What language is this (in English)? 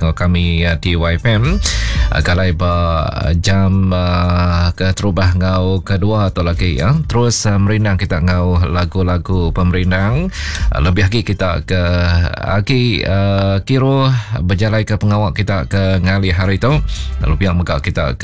Iban